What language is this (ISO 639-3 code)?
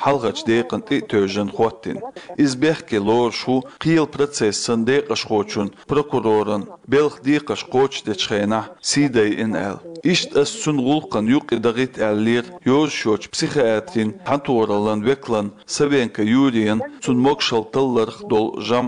che